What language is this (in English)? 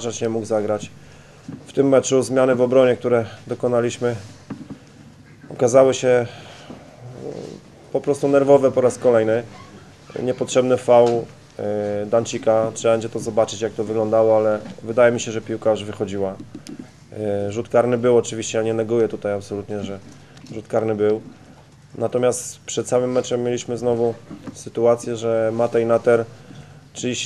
Polish